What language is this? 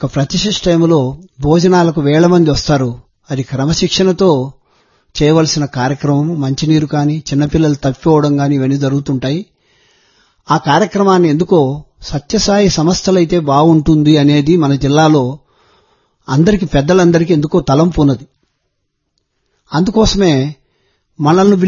Telugu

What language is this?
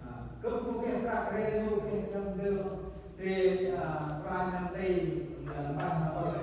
Central Mnong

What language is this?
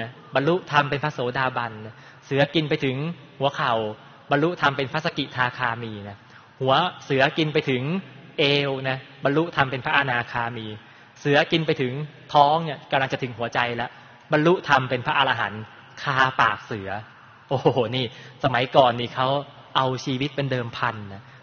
Thai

